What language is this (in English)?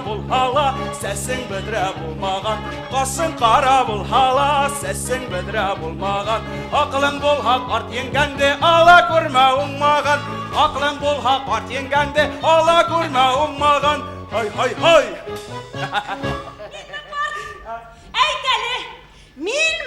Bashkir